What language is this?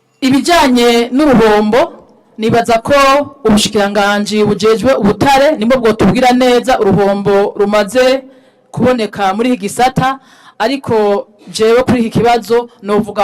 Rundi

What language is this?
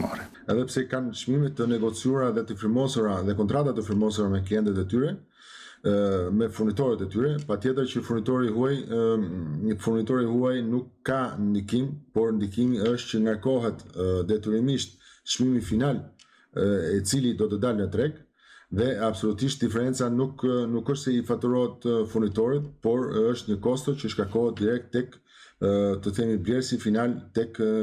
Albanian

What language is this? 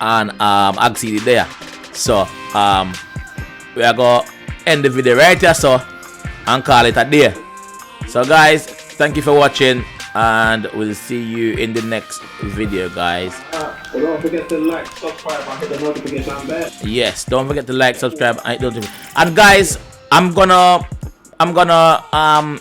Jamaican Creole English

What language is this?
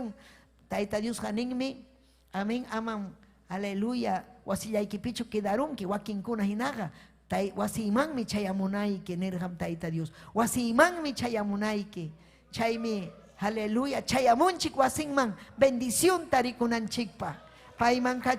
Ayacucho Quechua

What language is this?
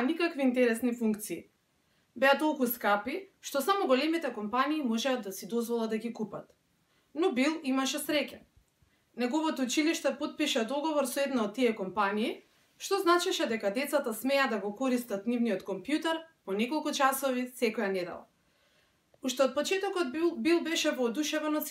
Macedonian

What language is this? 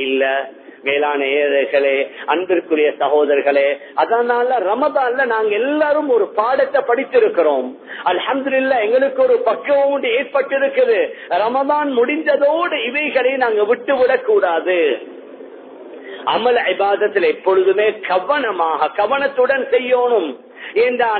Tamil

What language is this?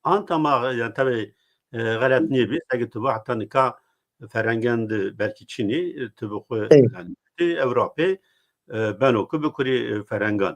Zaza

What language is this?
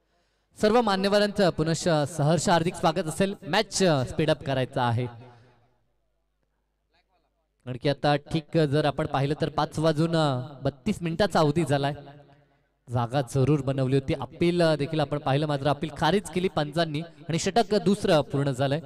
Marathi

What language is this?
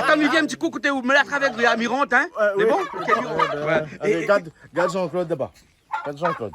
Réunion Creole French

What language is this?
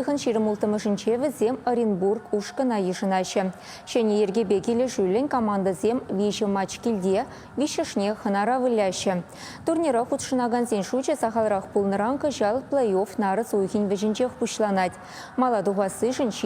Chuvash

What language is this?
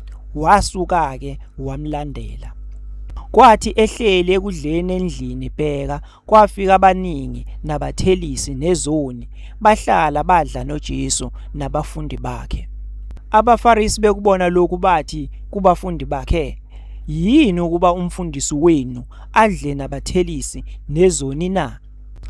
Zulu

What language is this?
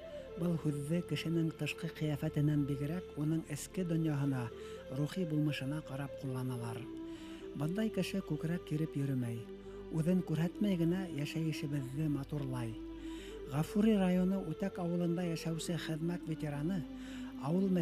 Bashkir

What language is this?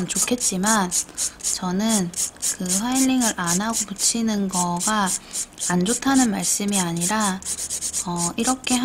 Korean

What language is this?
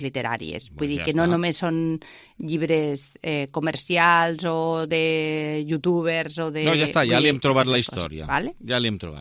Catalan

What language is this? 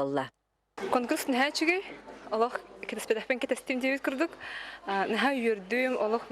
Yakut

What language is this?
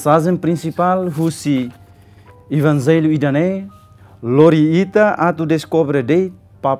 Tetum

